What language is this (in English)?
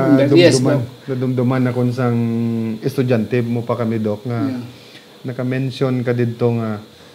Hiligaynon